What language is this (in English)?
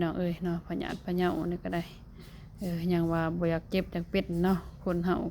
Lao